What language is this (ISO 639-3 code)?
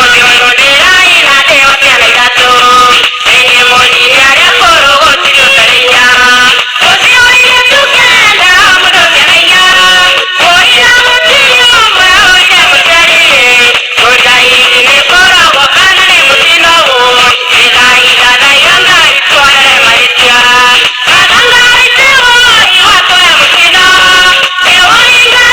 kik